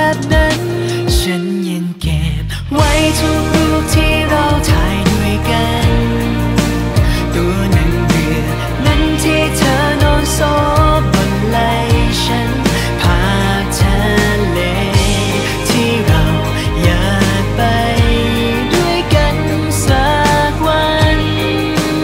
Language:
Thai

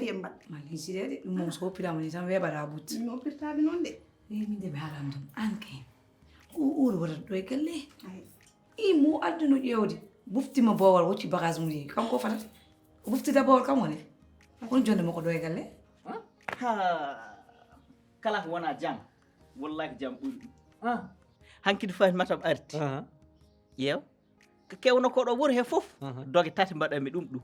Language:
Fula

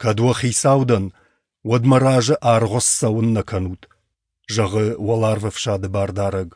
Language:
Ossetic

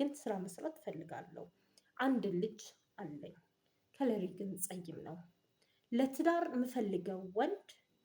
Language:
Amharic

